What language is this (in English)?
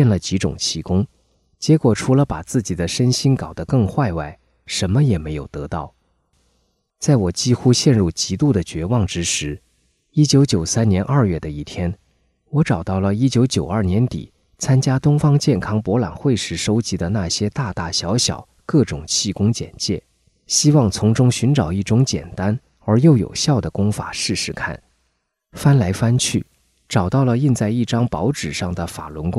Chinese